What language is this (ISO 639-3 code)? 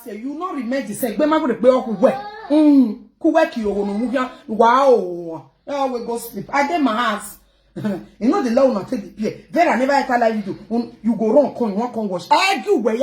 pcm